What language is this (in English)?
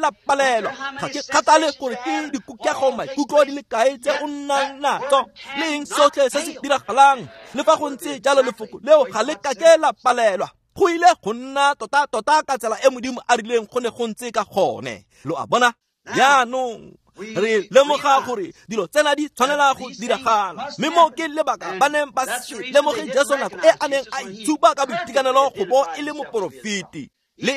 Tswana